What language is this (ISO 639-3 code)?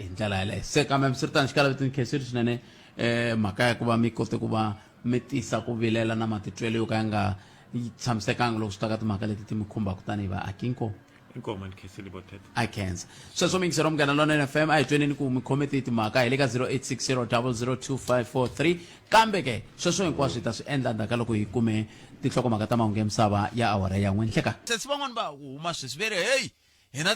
tso